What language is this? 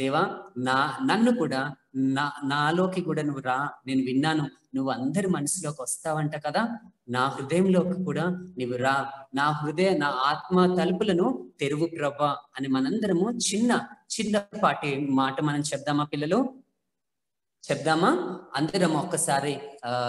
Telugu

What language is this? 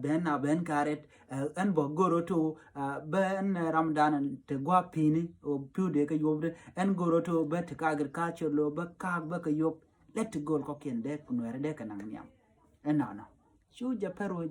Nuer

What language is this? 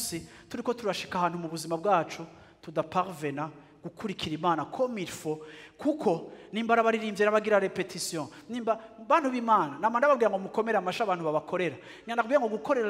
Rundi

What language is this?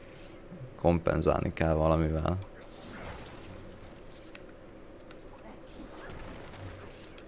Hungarian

